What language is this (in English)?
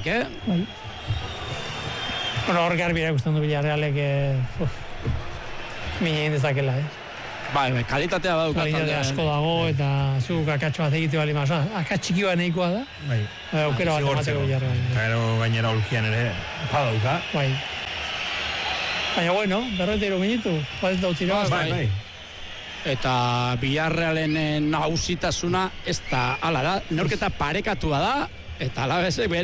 Basque